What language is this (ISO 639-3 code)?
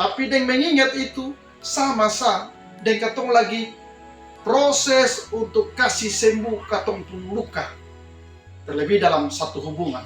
mkn